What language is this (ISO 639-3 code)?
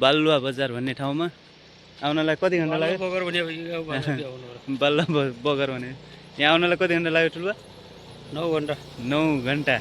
nep